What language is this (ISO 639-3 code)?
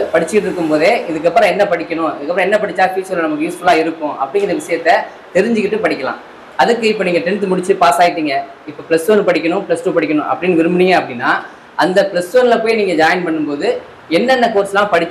tam